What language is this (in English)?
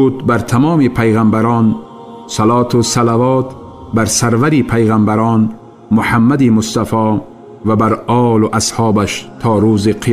Tajik